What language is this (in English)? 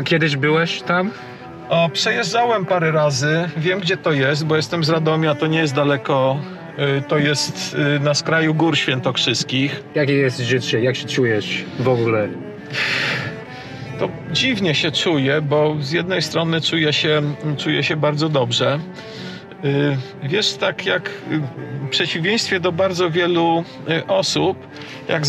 Polish